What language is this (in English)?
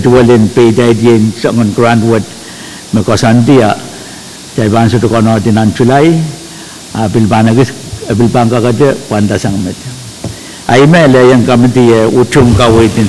Pohnpeian